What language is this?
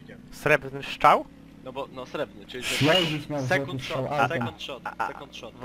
Polish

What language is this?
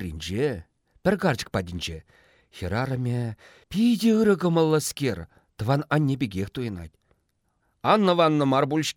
Chuvash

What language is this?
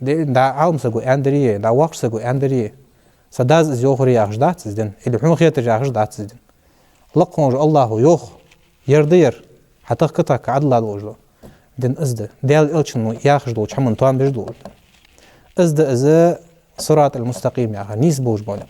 Ingush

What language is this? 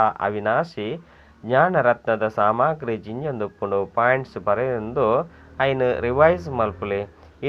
Tulu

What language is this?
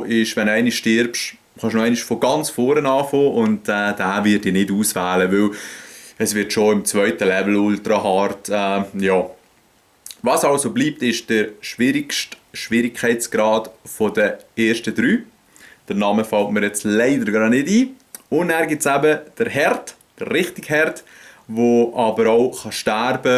Swiss German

